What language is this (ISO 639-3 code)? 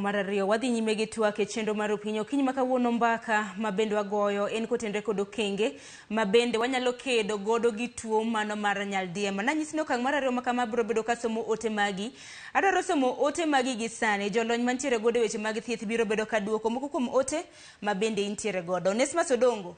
luo